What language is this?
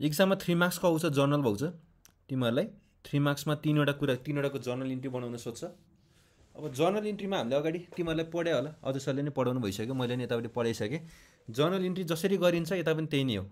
Nepali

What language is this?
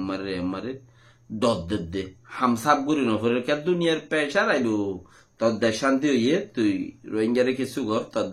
Rohingya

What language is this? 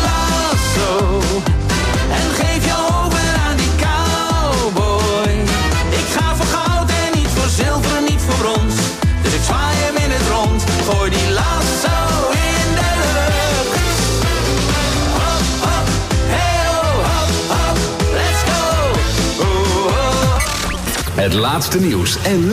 Dutch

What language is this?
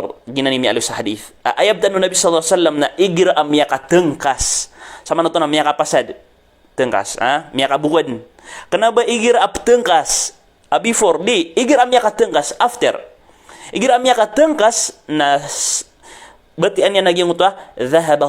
Maranao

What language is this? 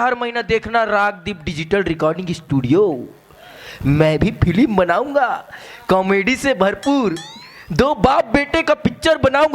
Chhattisgarhi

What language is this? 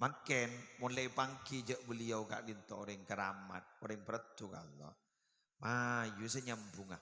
Madurese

